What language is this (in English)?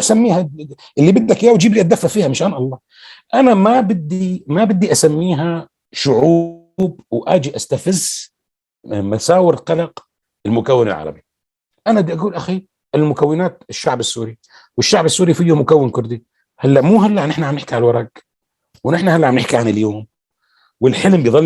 North Levantine Arabic